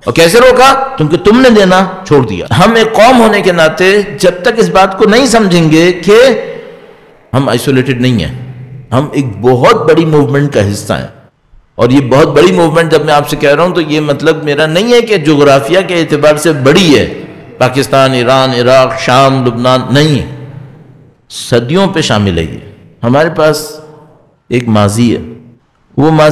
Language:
Urdu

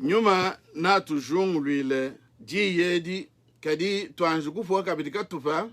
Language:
Luba-Lulua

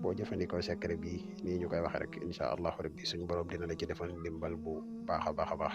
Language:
Wolof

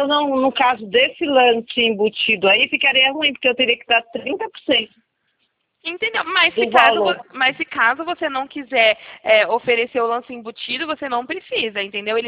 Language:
Portuguese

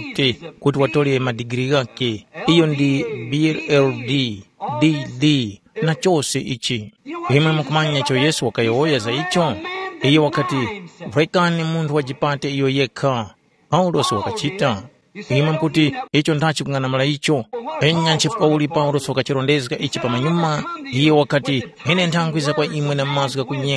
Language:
Tumbuka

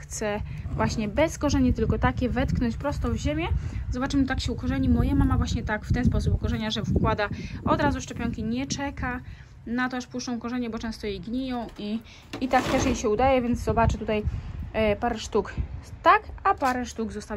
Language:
Polish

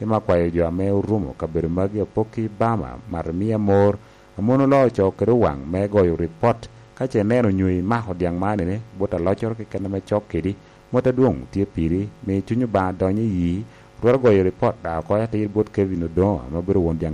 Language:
Lango (Uganda)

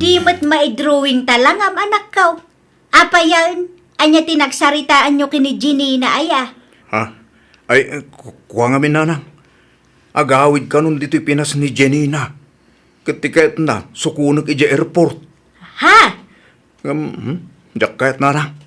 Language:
Iloko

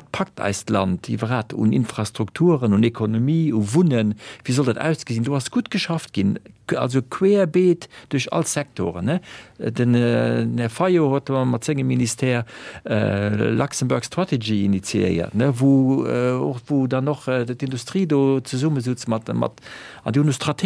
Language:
Luxembourgish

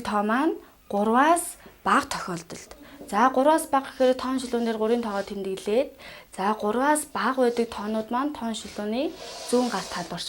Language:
Mongolian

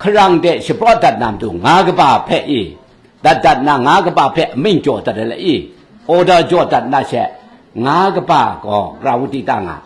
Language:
Kachin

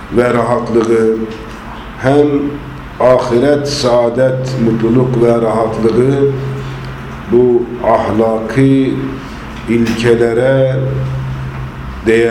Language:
Turkish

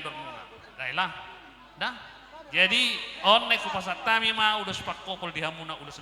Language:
Batak Toba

